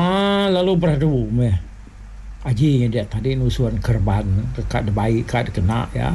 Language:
Iban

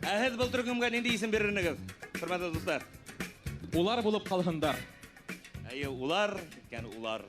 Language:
Bashkir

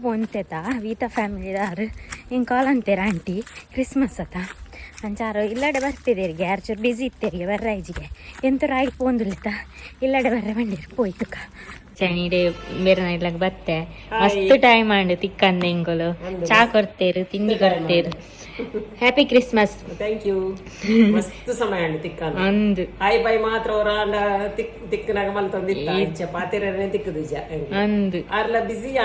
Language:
Tulu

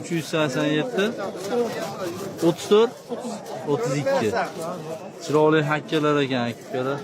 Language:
Uzbek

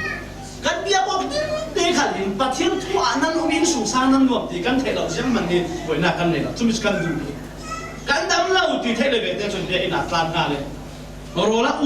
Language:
Falam Chin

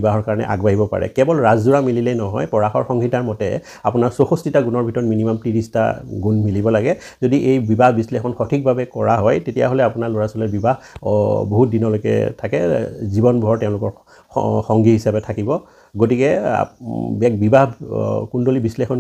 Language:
Assamese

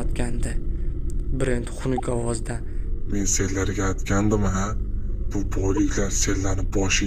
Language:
Uzbek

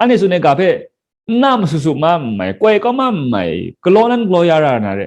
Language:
Kachin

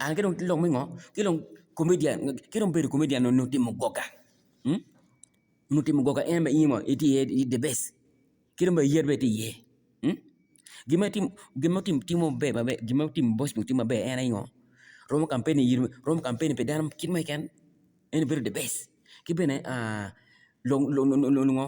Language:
Acoli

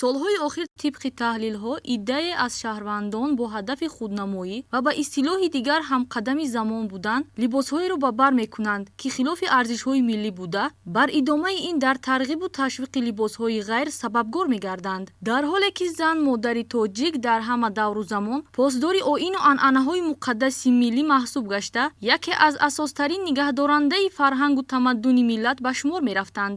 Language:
Tajik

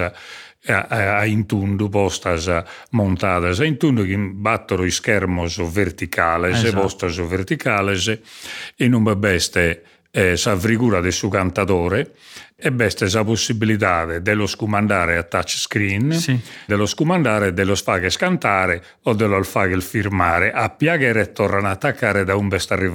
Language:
Sardinian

